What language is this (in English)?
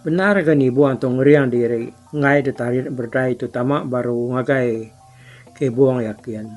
Iban